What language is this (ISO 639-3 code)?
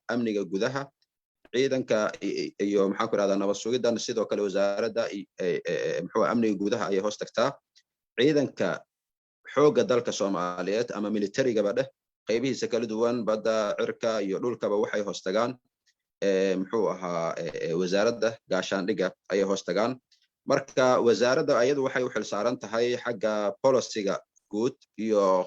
som